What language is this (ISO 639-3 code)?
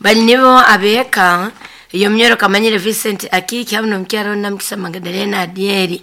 nyo